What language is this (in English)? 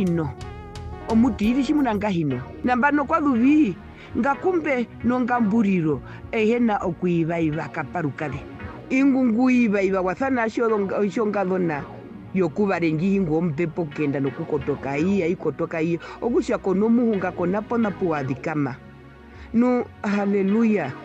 Herero